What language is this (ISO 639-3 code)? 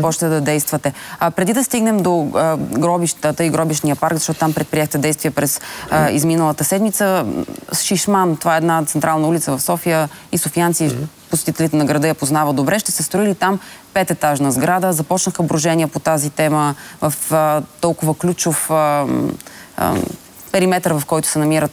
bul